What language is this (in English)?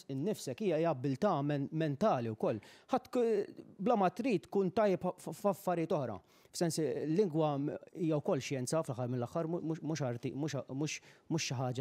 Maltese